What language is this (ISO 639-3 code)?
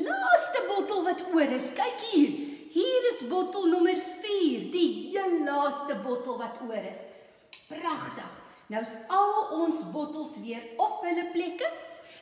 afr